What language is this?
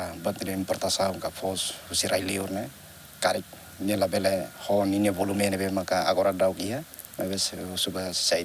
Tetum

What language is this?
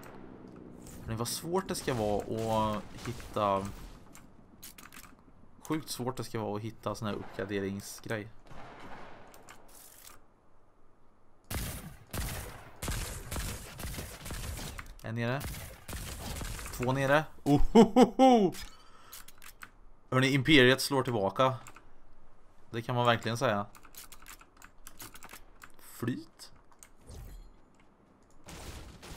Swedish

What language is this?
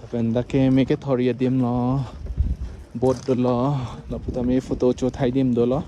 Karbi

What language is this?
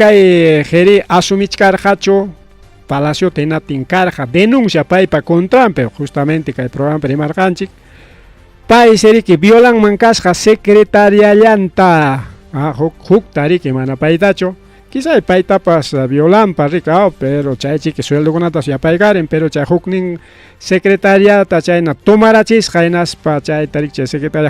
Ayacucho Quechua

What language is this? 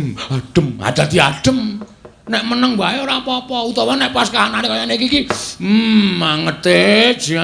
Javanese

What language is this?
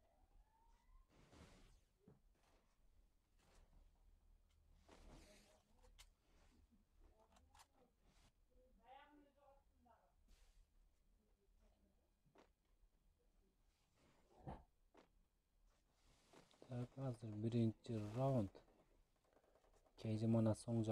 Kyrgyz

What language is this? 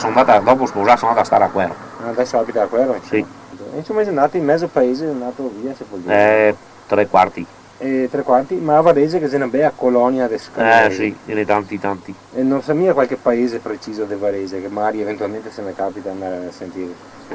Venetian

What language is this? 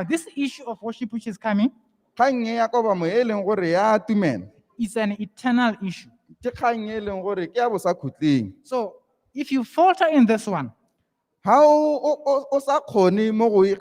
Tswana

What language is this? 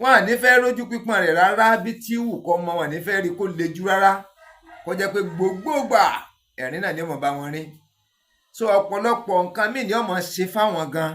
Yoruba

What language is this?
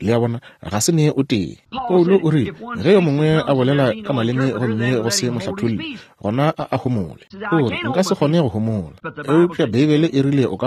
Northern Sotho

